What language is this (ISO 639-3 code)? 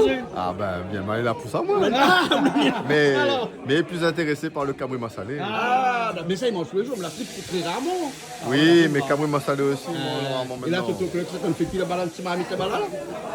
rcf